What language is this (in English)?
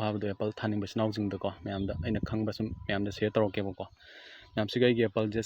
Manipuri